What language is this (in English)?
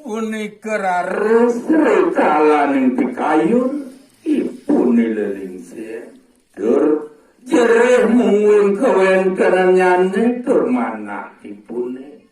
Balinese